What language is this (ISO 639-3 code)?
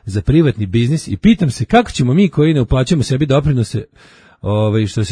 srp